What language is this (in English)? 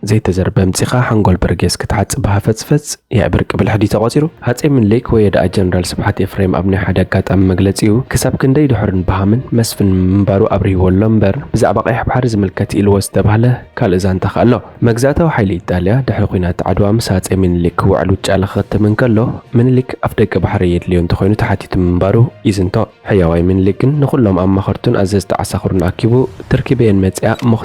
Tigrinya